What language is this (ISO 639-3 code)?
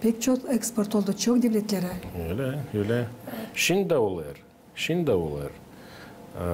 gag